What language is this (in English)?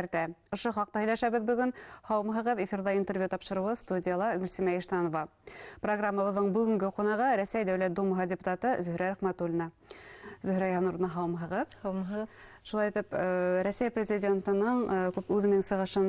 Bashkir